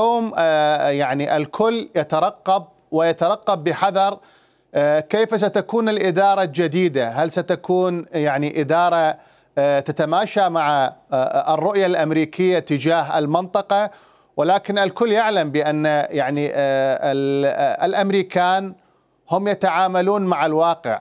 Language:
Mesopotamian Arabic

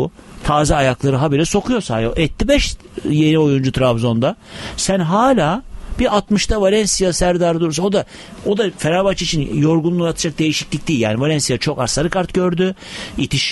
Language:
Turkish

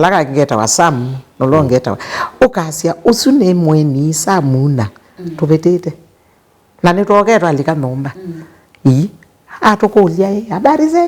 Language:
Kamba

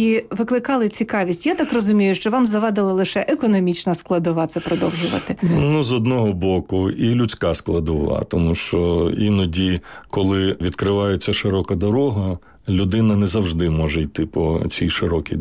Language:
Ukrainian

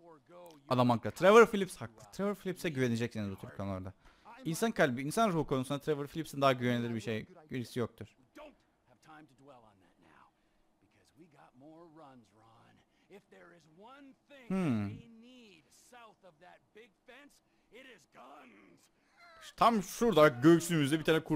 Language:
Turkish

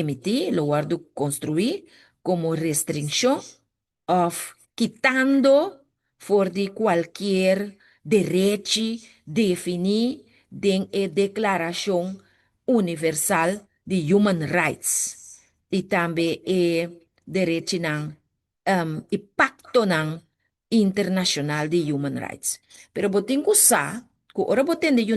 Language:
Papiamento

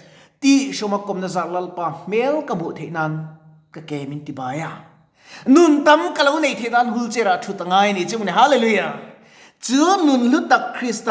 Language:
Mizo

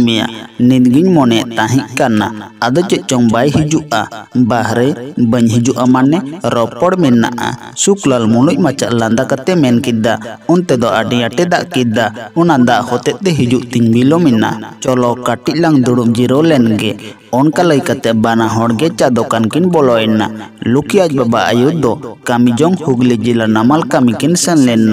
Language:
Santali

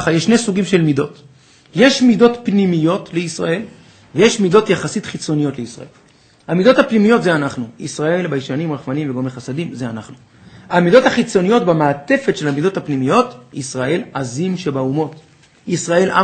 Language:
Hebrew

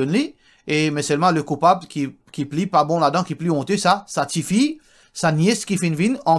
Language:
Morisyen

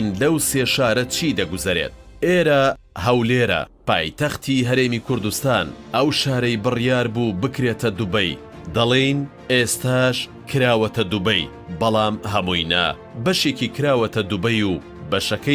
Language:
Central Kurdish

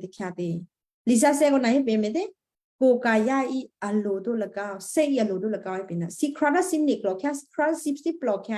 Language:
Western Kayah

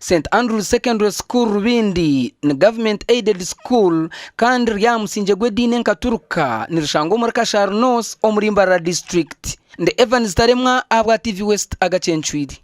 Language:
Nyankole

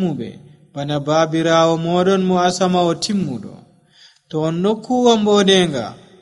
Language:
Nigerian Fulfulde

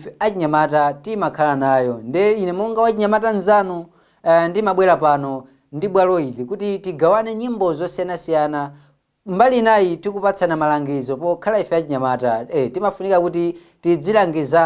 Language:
Nyanja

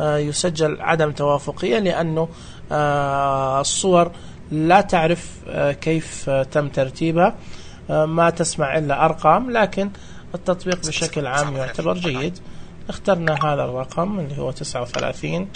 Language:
Najdi Arabic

